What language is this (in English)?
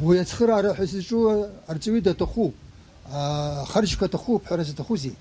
Abkhazian